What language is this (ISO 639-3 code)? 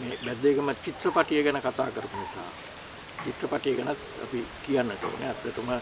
sin